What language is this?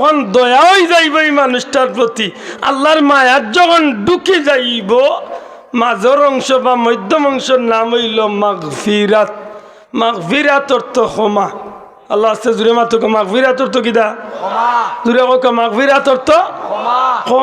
Sylheti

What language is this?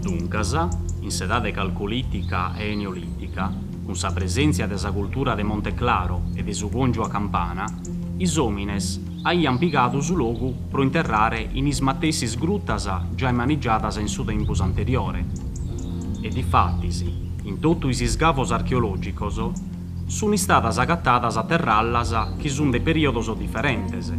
Sardinian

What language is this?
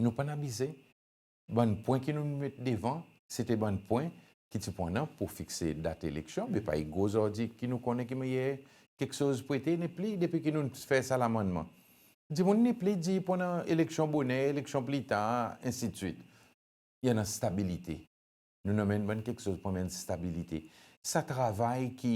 Seselwa Creole French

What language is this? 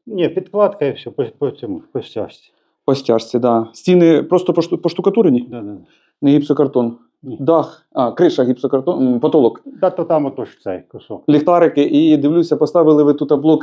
Ukrainian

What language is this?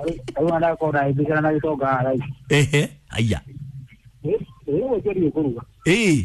Kikuyu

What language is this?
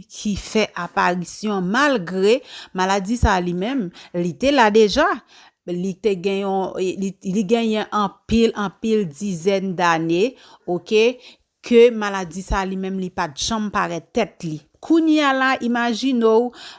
Haitian Creole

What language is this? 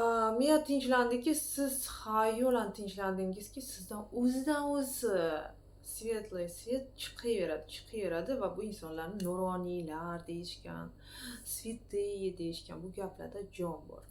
Uzbek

